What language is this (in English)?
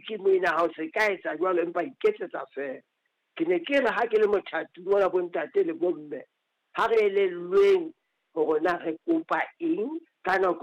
Southern Sotho